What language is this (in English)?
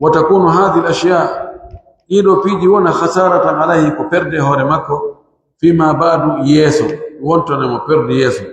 Pular